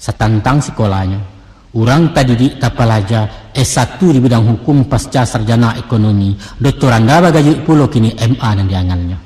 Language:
Minangkabau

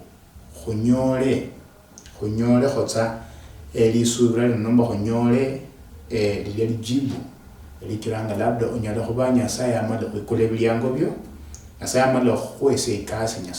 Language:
Luyia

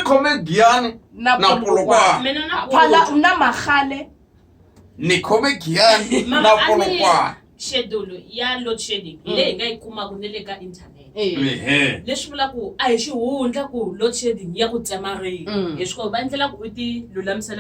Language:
Tsonga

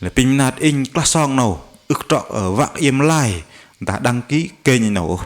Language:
Bahnar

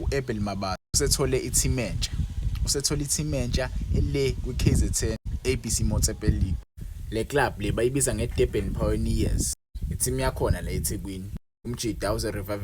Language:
Zulu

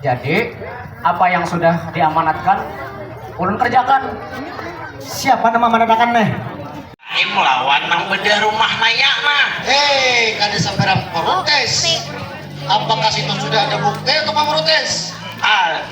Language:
Banjar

